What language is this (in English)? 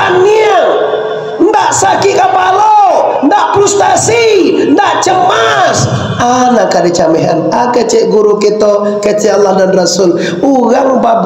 Minangkabau